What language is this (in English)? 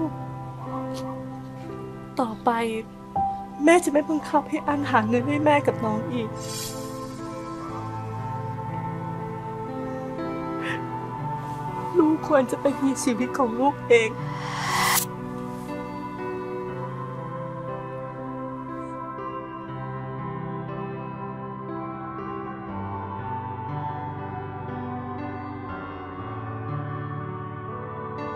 Thai